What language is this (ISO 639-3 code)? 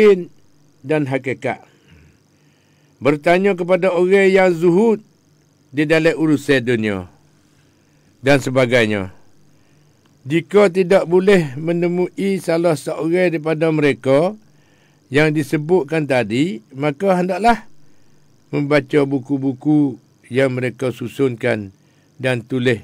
msa